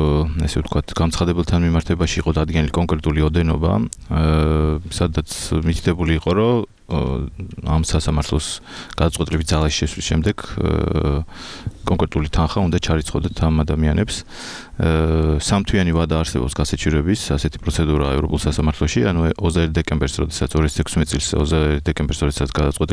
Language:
Georgian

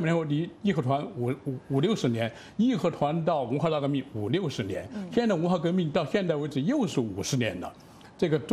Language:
Chinese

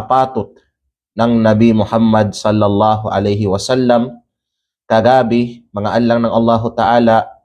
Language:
Kalagan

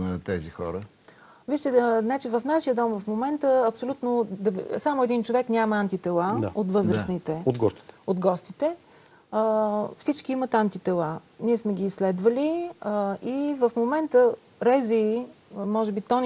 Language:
Bulgarian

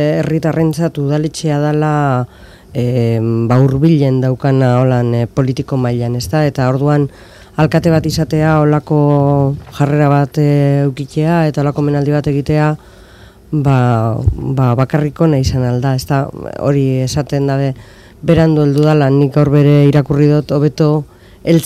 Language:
Basque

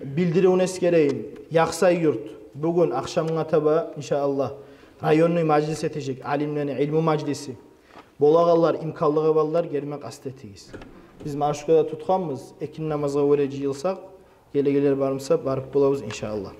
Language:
Kumyk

